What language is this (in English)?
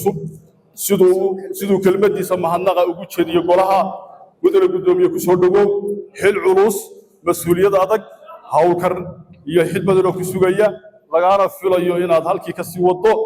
Somali